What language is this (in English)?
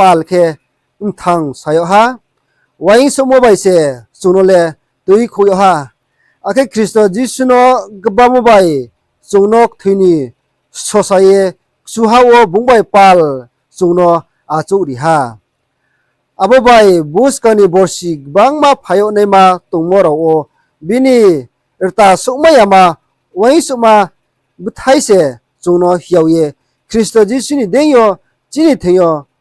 Riang (India)